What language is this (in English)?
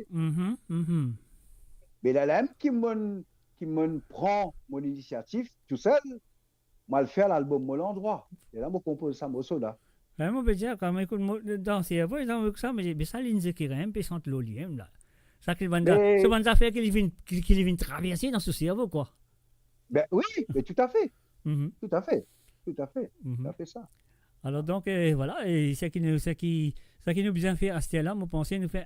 Morisyen